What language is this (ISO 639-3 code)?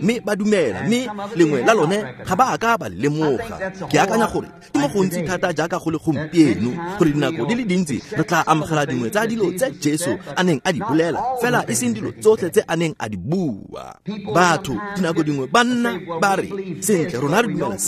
tsn